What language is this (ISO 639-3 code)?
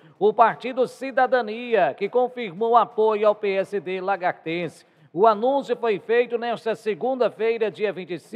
por